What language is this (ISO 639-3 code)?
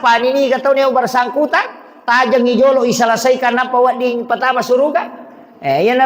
bug